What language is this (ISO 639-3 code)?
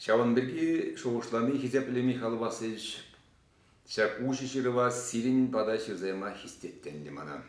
chv